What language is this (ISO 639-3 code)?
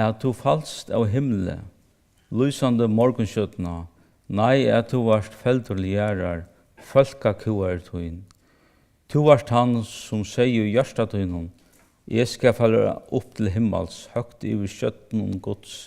fao